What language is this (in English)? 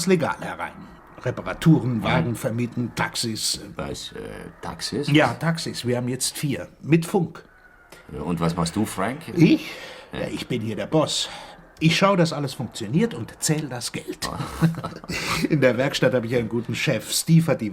Swiss German